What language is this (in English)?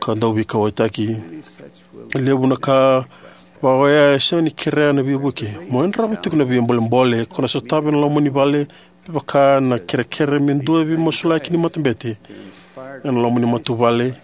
Fijian